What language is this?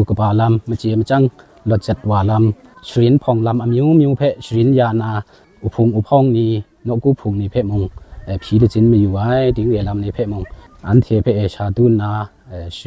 Kachin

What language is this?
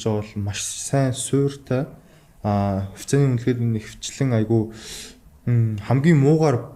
Mongolian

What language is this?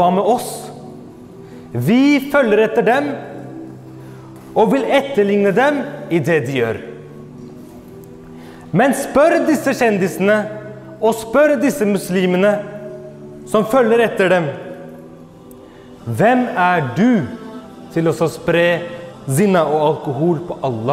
Norwegian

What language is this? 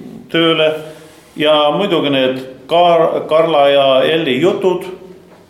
Estonian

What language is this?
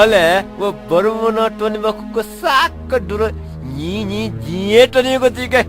Newari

